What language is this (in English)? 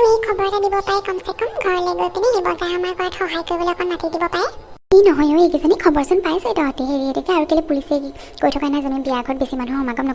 Assamese